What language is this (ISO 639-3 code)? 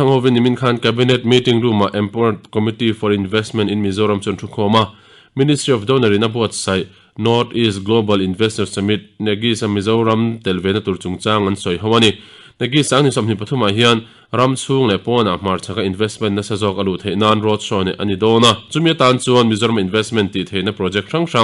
lus